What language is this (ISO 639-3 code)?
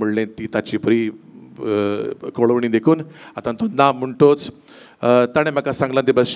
kok